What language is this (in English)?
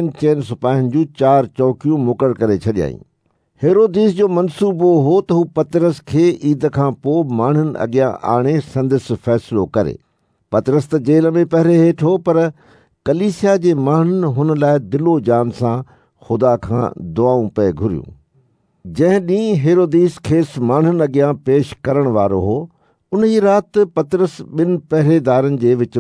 Sindhi